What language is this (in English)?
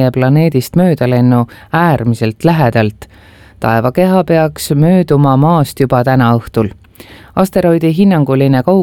Estonian